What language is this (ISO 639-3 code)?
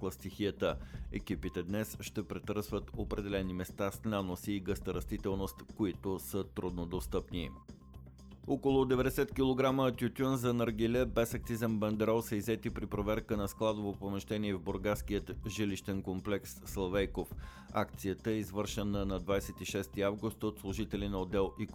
bul